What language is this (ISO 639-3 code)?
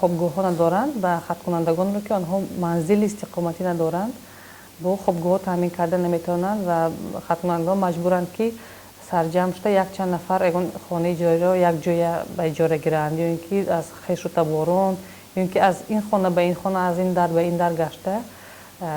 tgk